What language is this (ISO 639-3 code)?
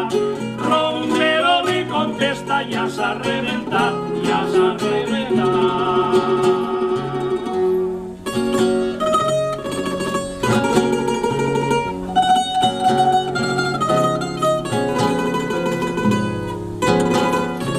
cat